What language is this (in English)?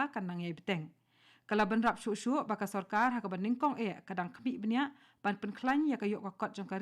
Khasi